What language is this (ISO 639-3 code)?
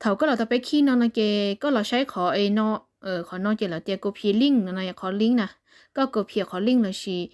hmn